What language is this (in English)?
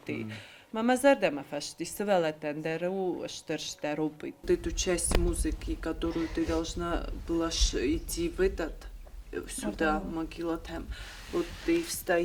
Ossetic